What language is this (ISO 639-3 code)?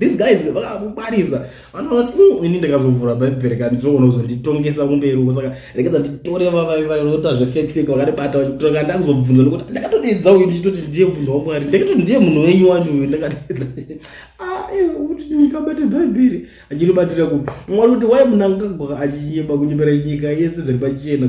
sna